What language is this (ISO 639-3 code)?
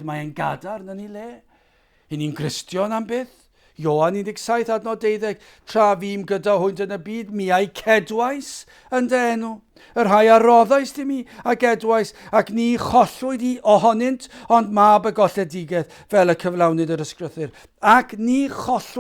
cym